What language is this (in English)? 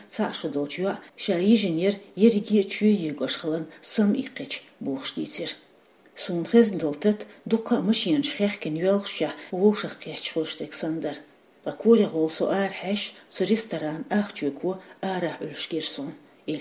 Chechen